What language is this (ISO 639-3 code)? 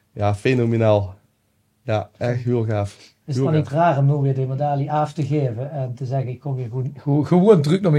lim